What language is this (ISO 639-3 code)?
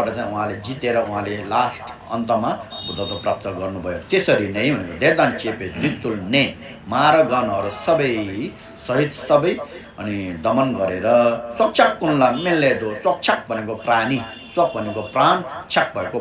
nep